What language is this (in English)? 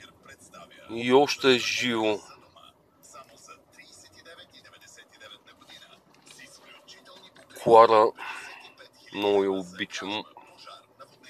Bulgarian